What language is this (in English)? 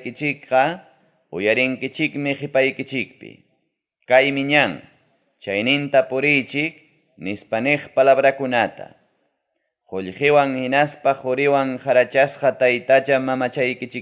Ayacucho Quechua